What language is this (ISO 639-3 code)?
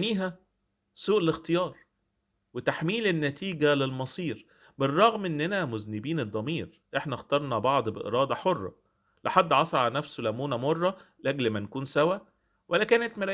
arz